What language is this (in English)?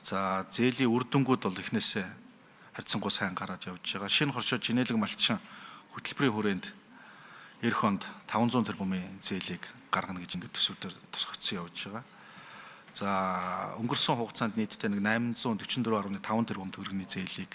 Mongolian